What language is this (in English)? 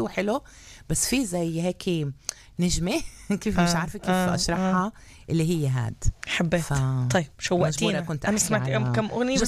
North Levantine Arabic